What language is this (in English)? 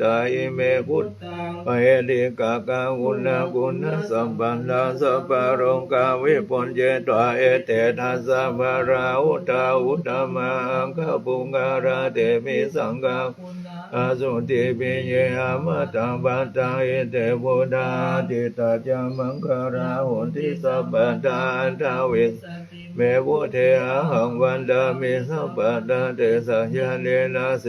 Pali